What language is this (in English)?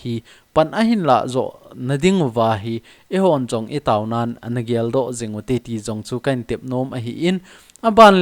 Thado Chin